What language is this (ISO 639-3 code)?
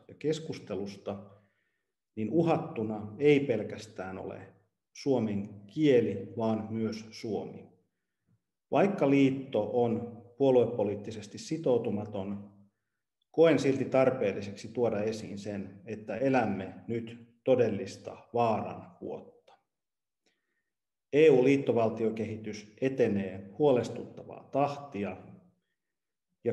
fin